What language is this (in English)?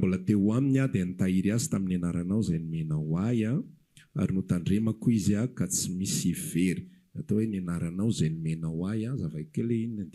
Malagasy